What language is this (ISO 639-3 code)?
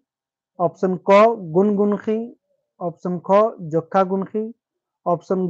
kru